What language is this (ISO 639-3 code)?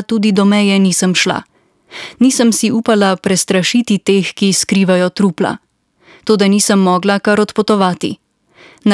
slv